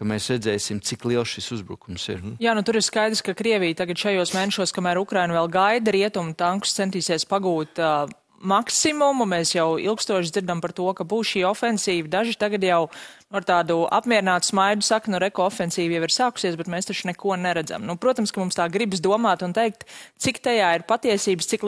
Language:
Latvian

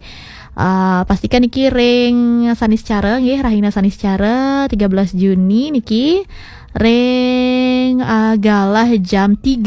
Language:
Balinese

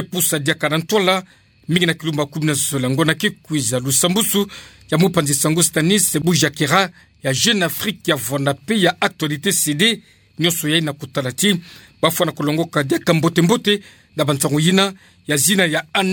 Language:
Kituba (Democratic Republic of Congo)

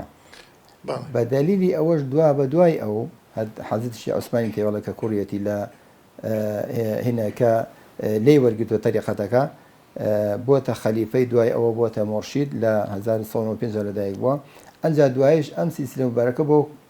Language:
Central Kurdish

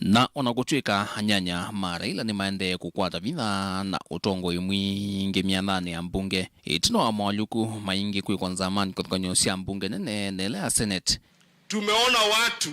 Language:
Kamba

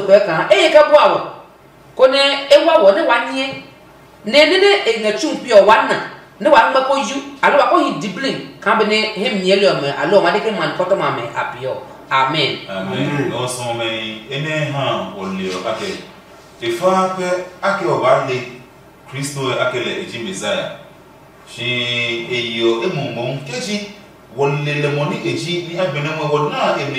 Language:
Adangme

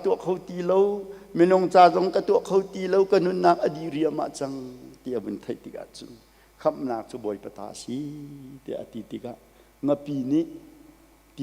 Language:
Hakha Chin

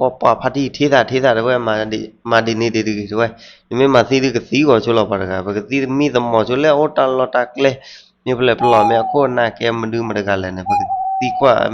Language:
S'gaw Karen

